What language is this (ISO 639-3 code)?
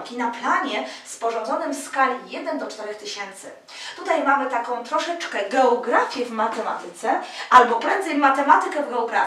pol